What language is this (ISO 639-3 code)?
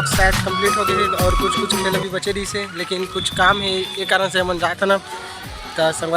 hne